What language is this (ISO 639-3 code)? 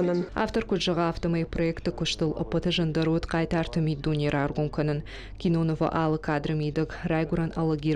oss